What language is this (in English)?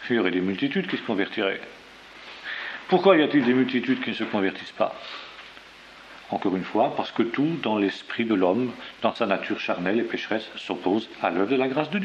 French